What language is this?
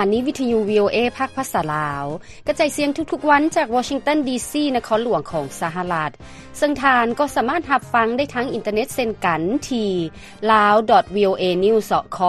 Lao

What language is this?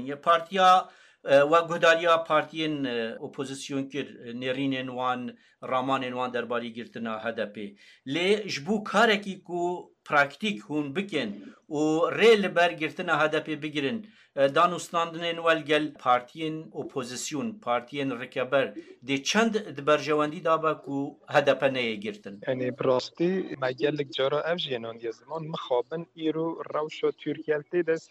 Kurdish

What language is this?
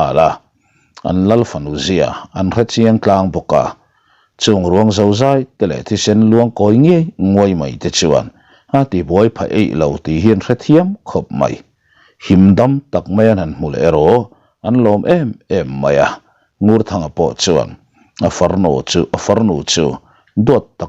Mizo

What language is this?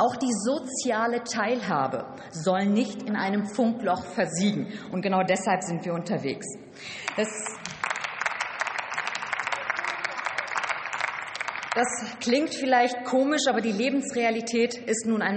German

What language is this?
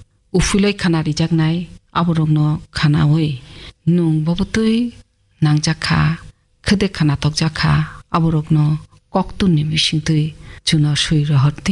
Kok Borok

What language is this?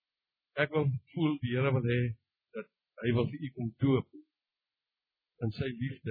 Afrikaans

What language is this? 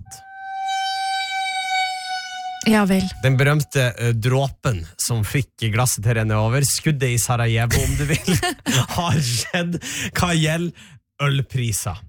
Norwegian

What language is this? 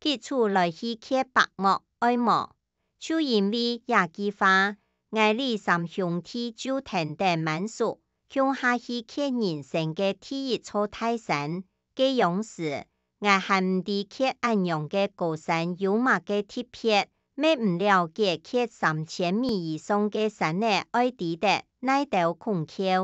Hakka Chinese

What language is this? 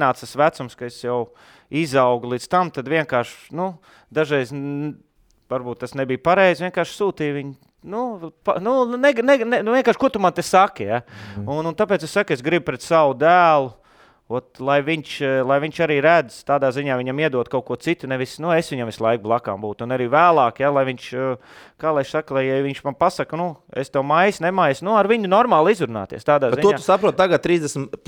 Latvian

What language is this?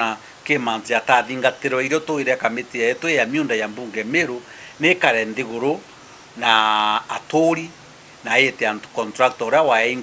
Meru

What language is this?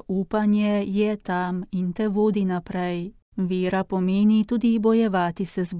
Slovenian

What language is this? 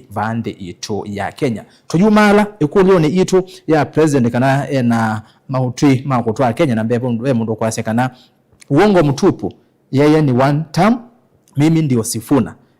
Kamba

